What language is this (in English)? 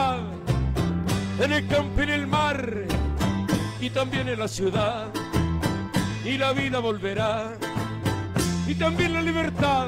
Spanish